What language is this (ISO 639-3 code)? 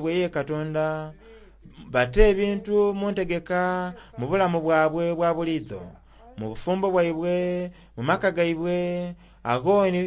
xog